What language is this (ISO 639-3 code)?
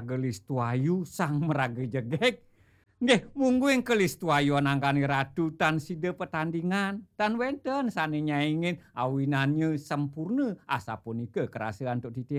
ban